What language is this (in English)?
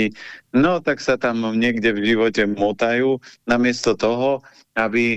Slovak